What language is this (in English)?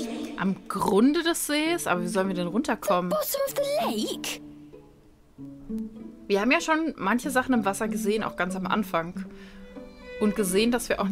German